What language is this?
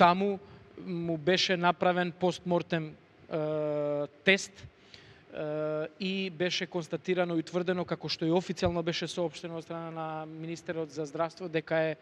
Macedonian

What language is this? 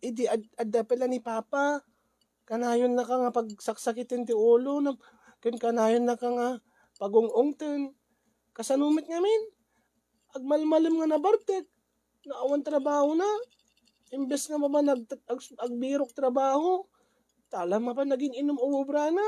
Iloko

